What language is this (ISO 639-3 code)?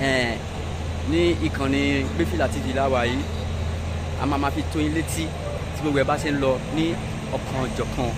yor